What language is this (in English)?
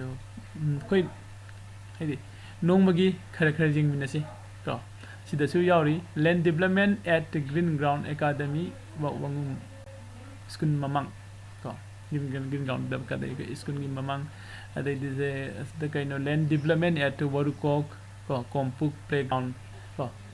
Manipuri